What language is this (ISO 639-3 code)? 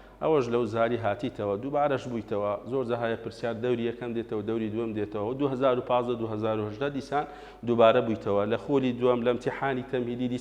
ckb